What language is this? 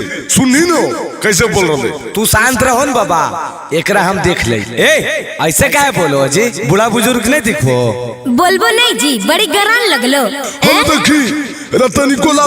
Magahi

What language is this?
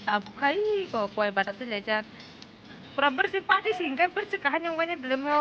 Kok Borok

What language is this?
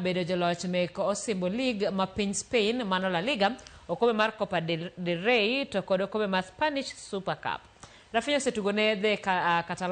Luo (Kenya and Tanzania)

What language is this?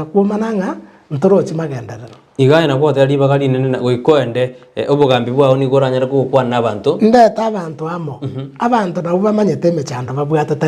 Gusii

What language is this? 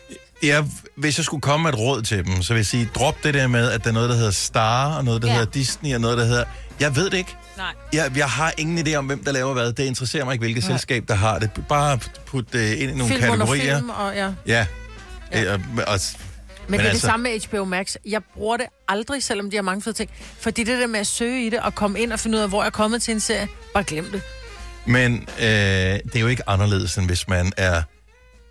Danish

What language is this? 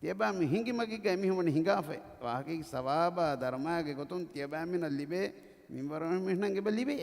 Divehi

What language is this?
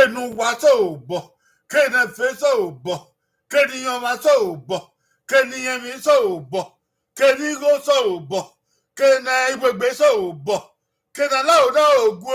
Bini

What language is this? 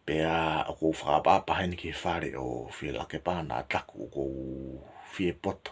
Tongan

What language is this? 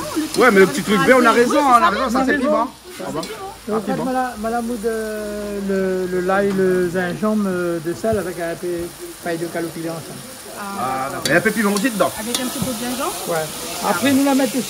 Réunion Creole French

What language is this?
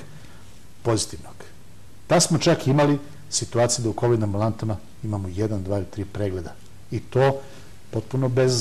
Serbian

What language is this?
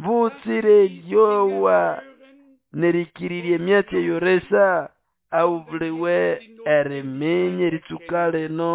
Nande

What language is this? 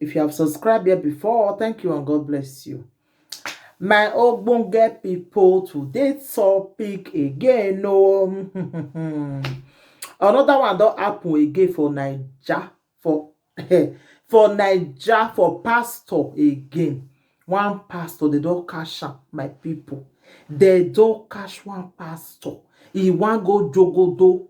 Nigerian Pidgin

